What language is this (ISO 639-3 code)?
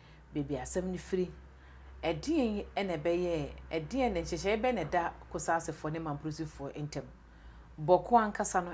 aka